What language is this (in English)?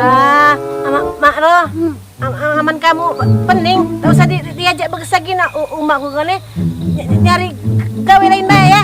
Musi